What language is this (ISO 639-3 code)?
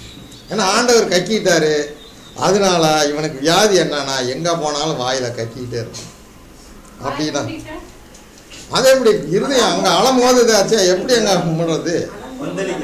tam